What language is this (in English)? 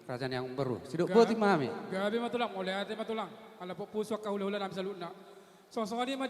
Batak Toba